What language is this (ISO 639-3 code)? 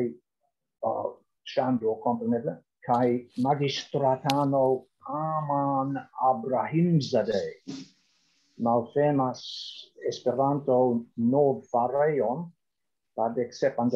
epo